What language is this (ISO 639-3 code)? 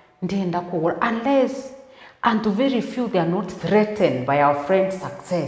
mer